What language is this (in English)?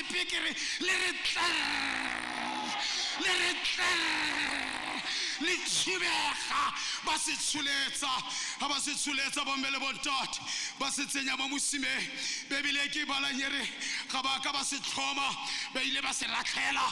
Tswana